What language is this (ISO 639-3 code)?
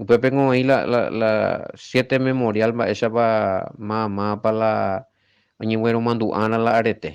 grn